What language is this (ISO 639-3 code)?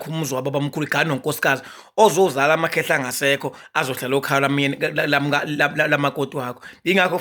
zul